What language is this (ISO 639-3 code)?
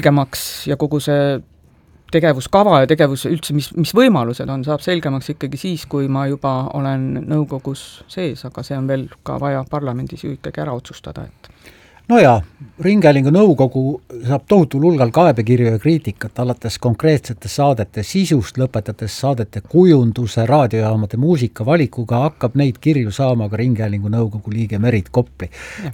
est